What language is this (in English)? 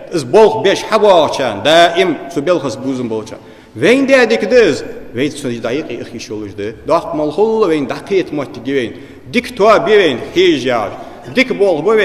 Ingush